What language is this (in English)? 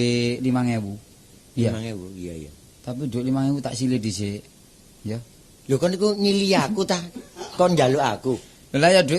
Javanese